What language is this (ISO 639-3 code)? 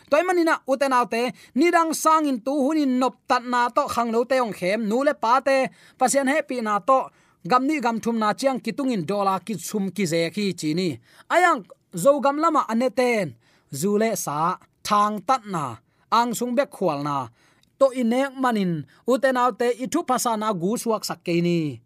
ctd